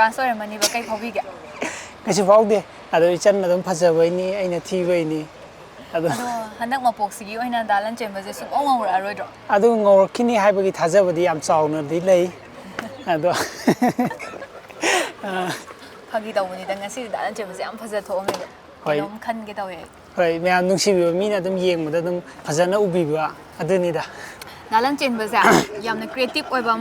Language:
Manipuri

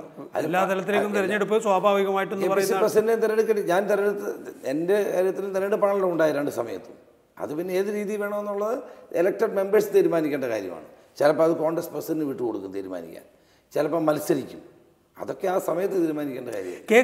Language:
Malayalam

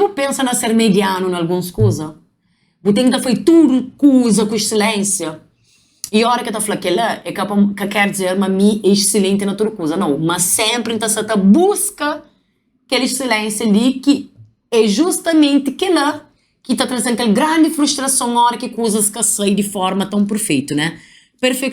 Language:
Kabuverdianu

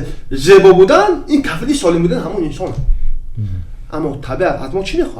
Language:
Tajik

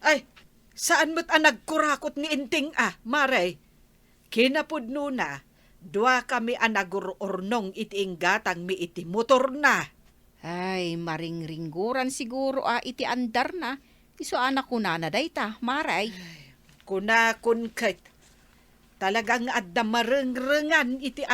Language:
Iloko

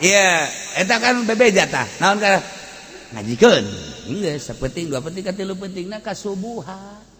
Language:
Sundanese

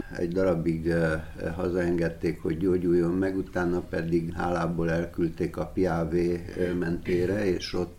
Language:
Hungarian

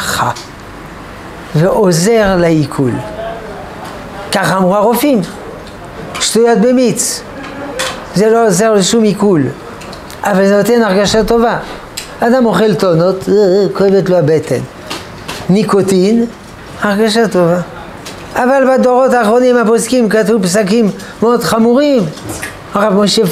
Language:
Hebrew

